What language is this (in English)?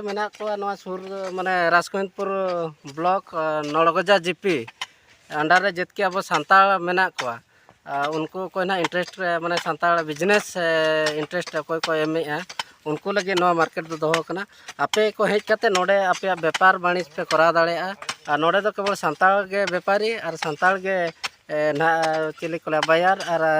Santali